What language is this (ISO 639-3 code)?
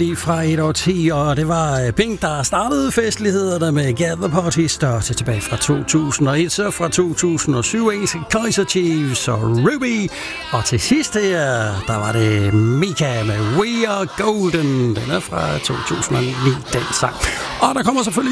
dan